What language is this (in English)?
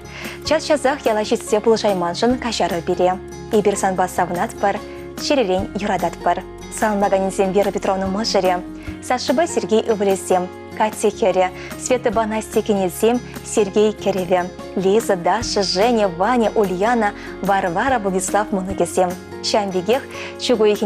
Chuvash